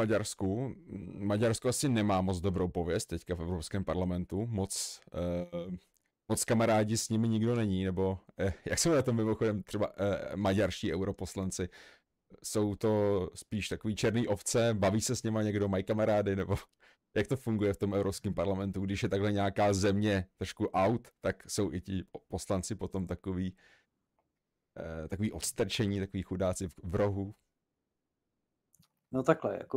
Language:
Czech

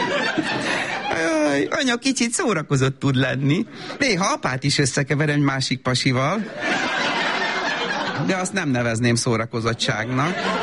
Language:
Hungarian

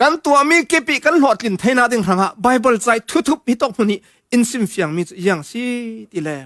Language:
Falam Chin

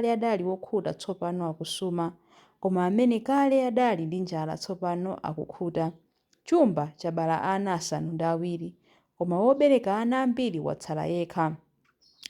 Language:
Nyanja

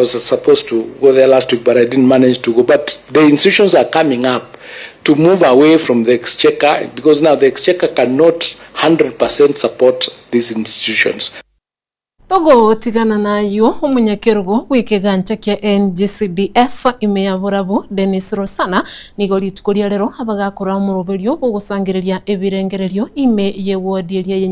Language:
Gusii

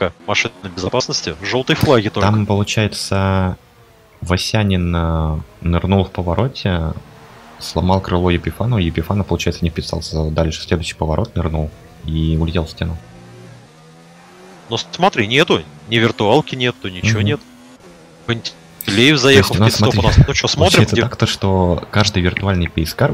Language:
Russian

